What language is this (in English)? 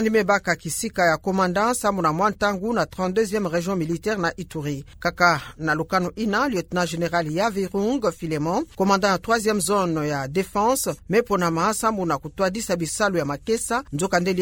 Kituba (Democratic Republic of Congo)